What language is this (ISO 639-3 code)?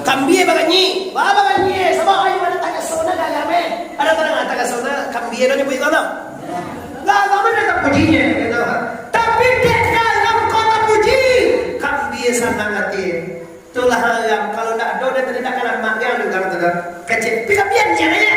min